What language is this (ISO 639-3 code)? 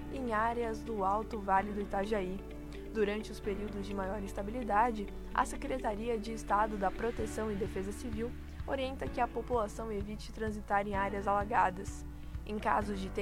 por